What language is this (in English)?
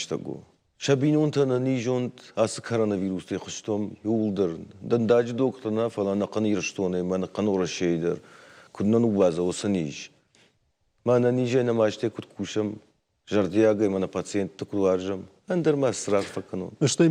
Ossetic